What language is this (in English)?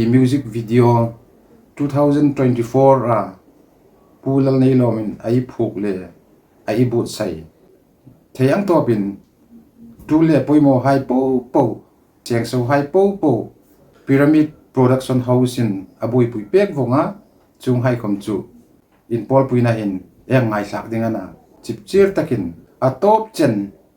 Hmar